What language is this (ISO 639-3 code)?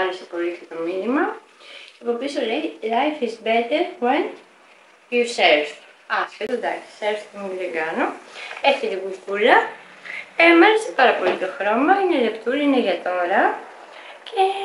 ell